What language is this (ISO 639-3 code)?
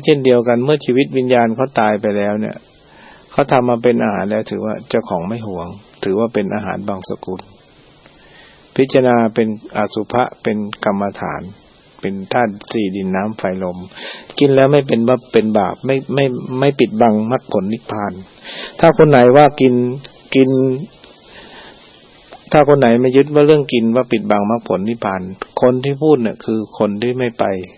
tha